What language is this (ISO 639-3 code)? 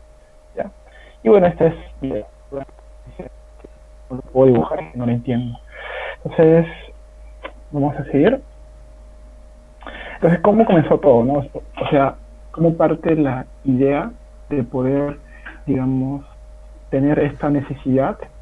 spa